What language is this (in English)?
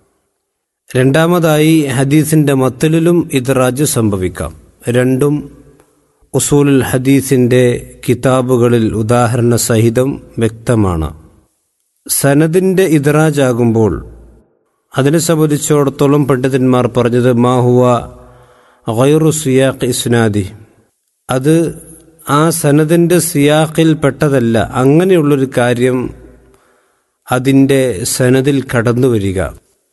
Malayalam